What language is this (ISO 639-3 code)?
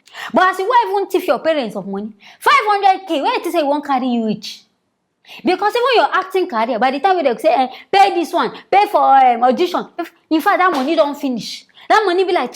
pcm